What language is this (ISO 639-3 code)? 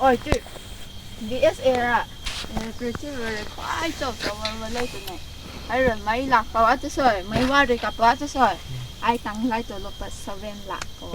mni